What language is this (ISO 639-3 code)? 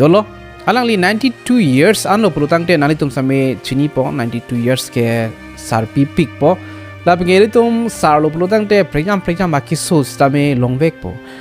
mjw